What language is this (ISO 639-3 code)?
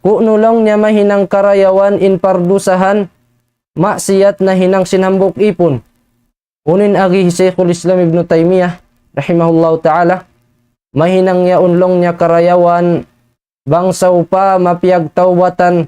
tsg